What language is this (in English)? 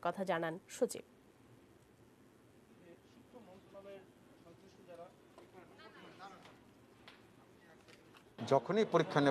Bangla